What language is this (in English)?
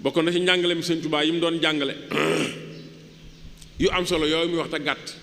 Wolof